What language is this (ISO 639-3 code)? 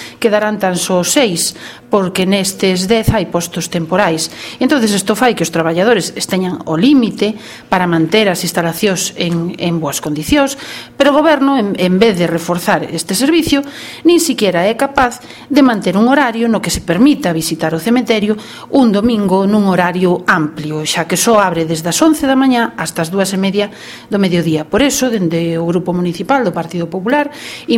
glg